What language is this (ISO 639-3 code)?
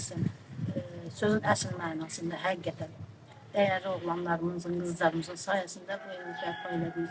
aze